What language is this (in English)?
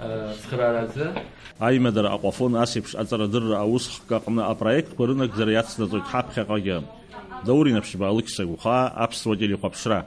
Abkhazian